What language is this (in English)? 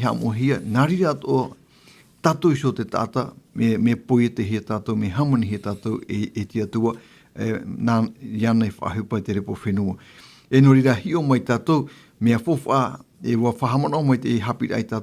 Tahitian